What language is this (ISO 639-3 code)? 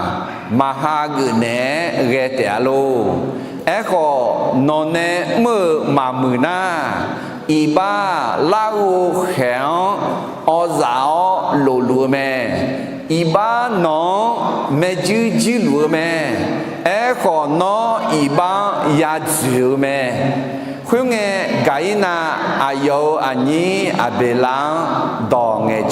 ahk